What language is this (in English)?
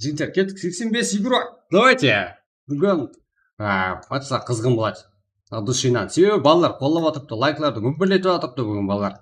Kara-Kalpak